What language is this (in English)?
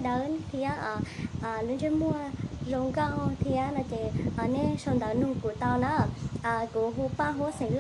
Hmong